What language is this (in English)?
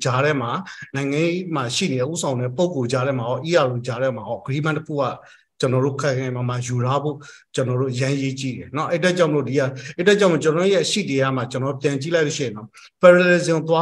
Burmese